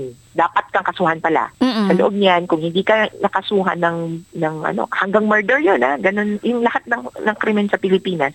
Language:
Filipino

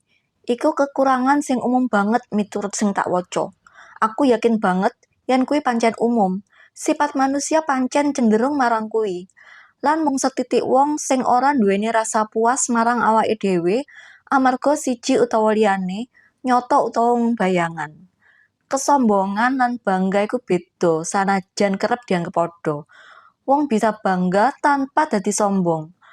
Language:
Javanese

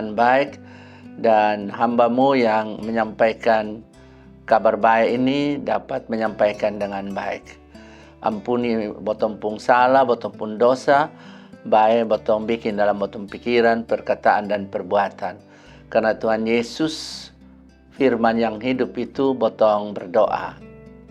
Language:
Kupang Malay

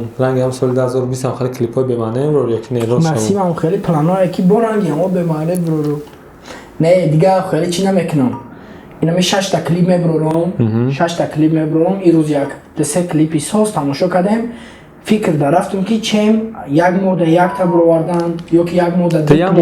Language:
Tajik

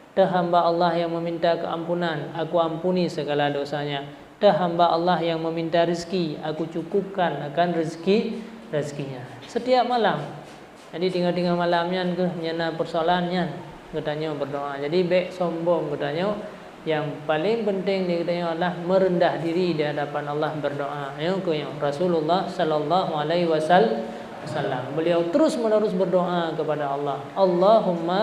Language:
Achinese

